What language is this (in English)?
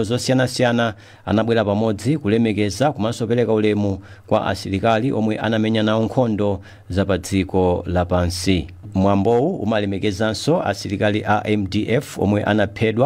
Nyanja